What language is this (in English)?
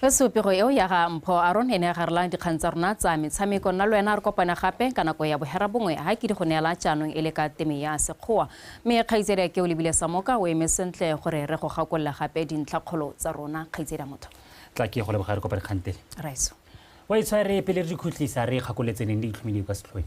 Tswana